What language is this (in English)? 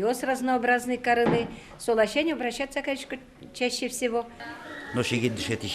Udmurt